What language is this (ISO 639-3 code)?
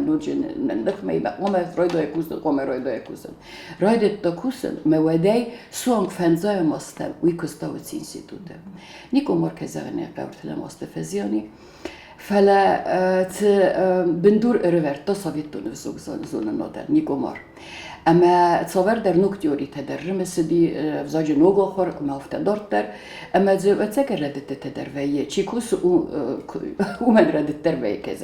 oss